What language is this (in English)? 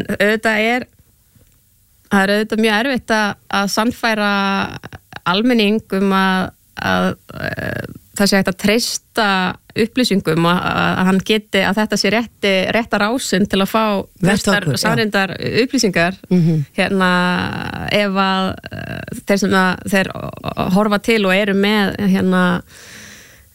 Icelandic